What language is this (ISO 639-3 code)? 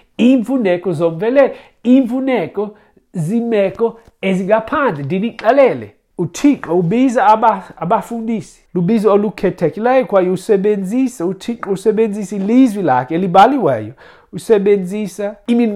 xho